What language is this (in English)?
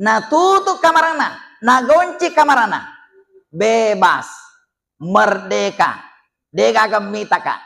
Buginese